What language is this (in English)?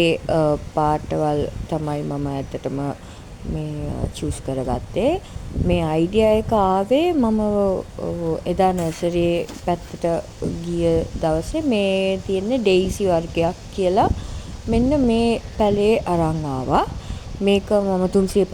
Sinhala